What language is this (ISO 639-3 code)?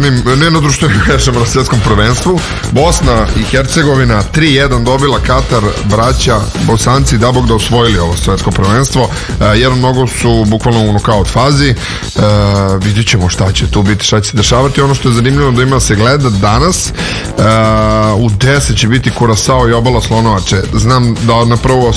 srp